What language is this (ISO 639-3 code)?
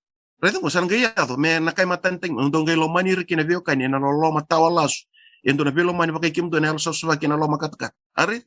fij